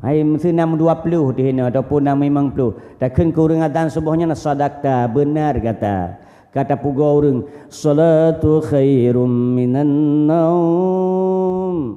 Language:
Achinese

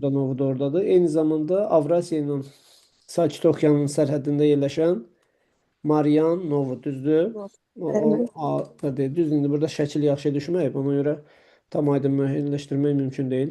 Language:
Azerbaijani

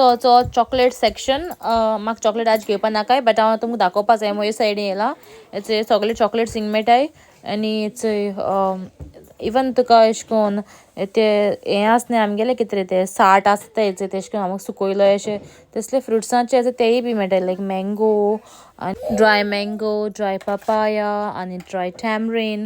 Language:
Konkani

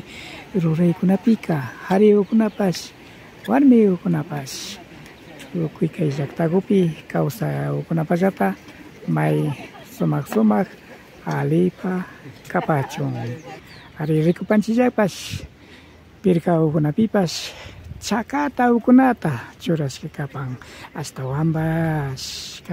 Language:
Imbabura Highland Quichua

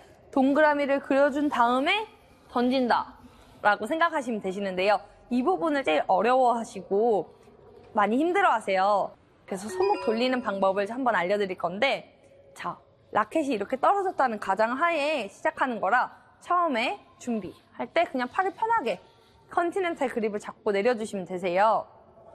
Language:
Korean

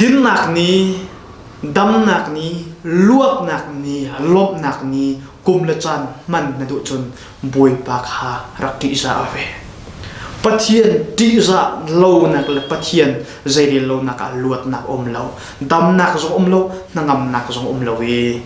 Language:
Hakha Chin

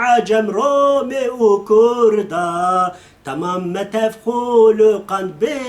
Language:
Kurdish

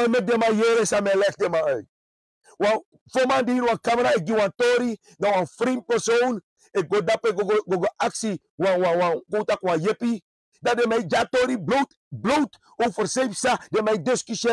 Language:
Sranan Tongo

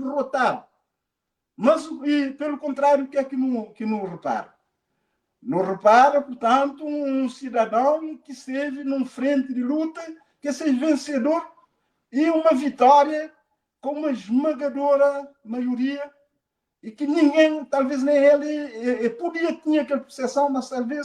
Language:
Kabuverdianu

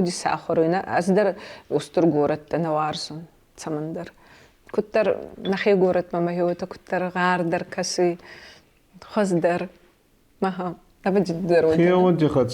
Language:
Ossetic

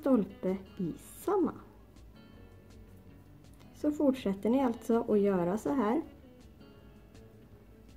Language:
Swedish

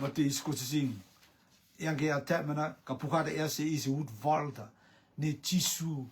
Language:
Rotuman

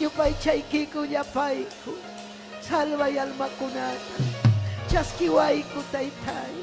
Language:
Ayacucho Quechua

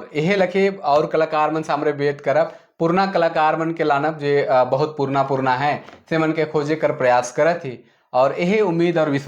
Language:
Sadri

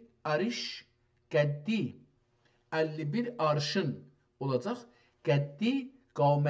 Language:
South Azerbaijani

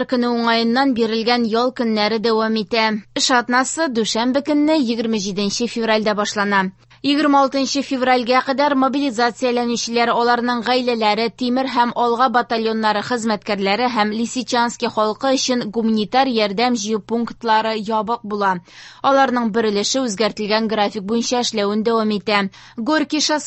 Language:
Tatar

